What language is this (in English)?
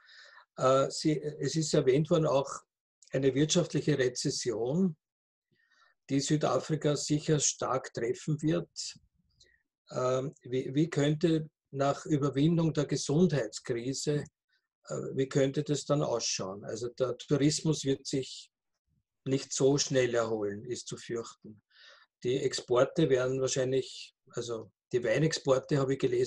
German